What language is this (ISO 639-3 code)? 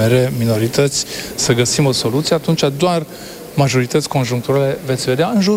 ron